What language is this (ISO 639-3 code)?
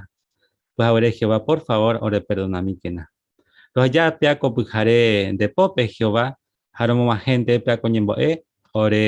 grn